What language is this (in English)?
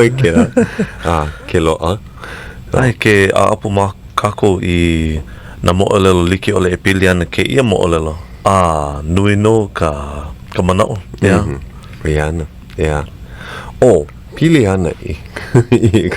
Hawaiian